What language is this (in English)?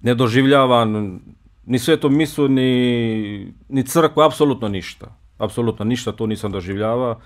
Bosnian